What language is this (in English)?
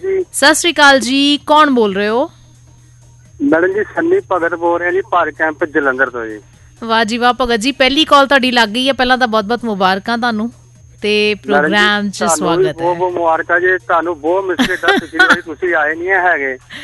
Punjabi